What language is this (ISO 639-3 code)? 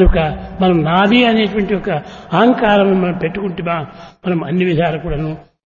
tel